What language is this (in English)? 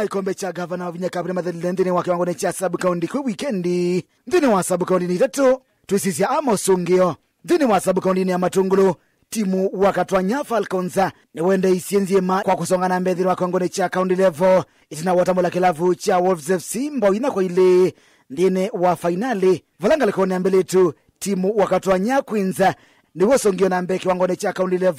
Kamba